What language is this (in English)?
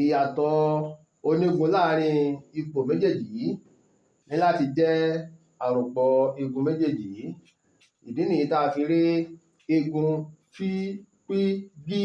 Yoruba